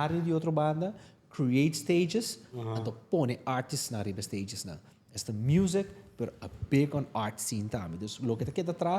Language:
Papiamento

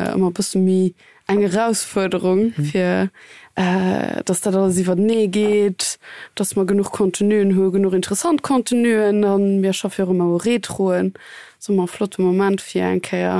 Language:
Luxembourgish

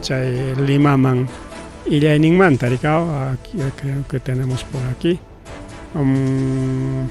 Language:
Ayacucho Quechua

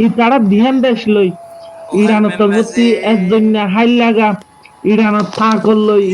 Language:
Rohingya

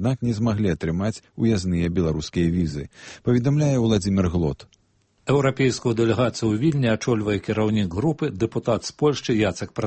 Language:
Belarusian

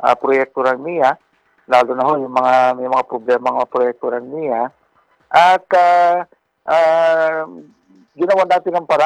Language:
Filipino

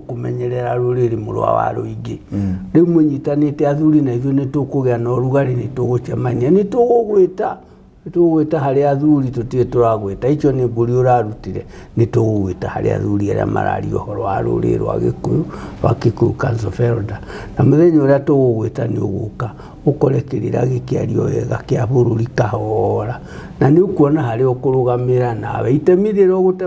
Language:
Kikuyu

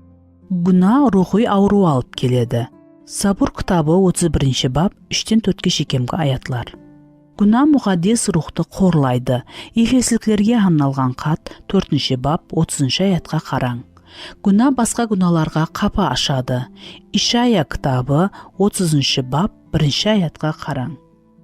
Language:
Kara-Kalpak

